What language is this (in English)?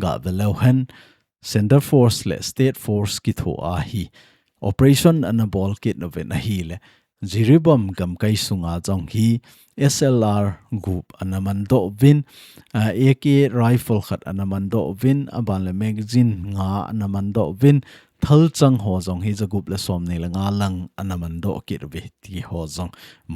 Thado Chin